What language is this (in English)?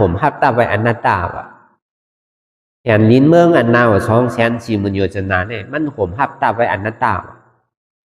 Shan